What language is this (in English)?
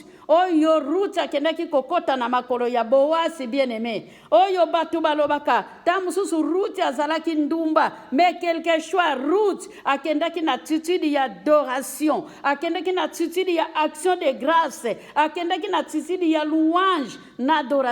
Lingala